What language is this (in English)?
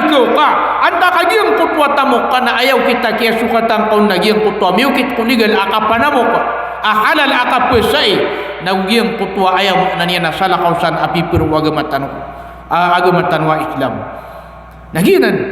Maranao